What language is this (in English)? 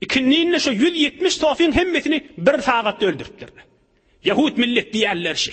Turkmen